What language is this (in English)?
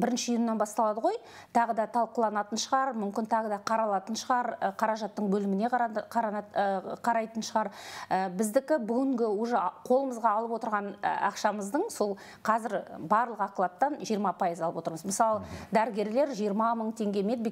Kazakh